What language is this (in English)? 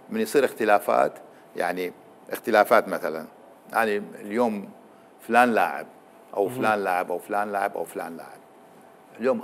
Mesopotamian Arabic